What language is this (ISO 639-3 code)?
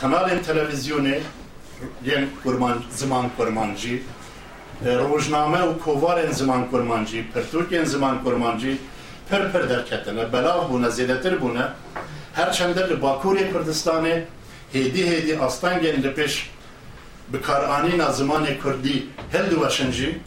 kur